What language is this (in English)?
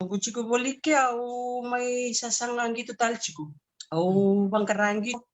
Fijian